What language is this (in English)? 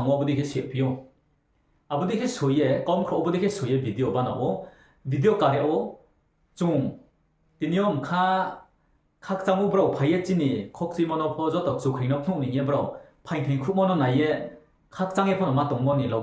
Riang (India)